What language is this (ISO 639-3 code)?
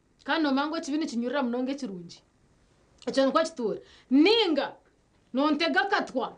nyn